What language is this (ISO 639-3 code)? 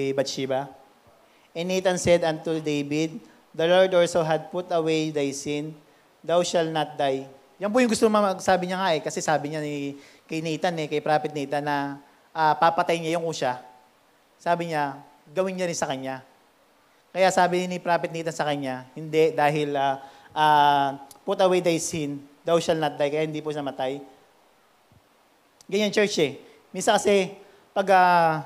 fil